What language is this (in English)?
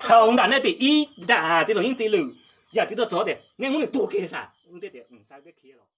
Hmong